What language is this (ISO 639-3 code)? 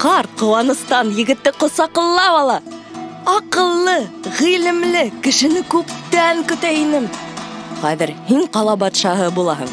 bak